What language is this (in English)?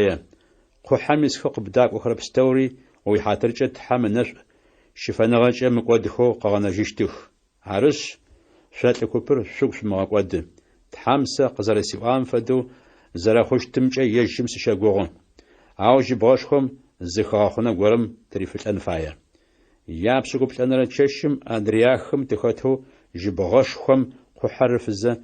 Adyghe